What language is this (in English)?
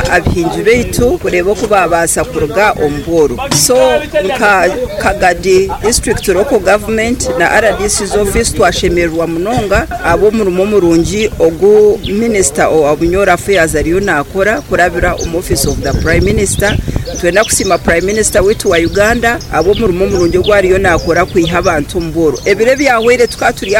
Nyoro